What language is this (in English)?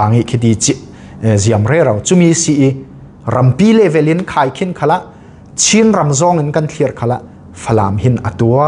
Falam Chin